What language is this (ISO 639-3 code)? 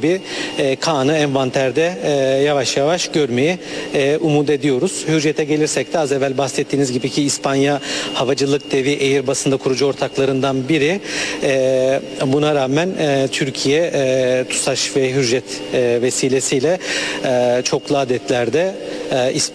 tur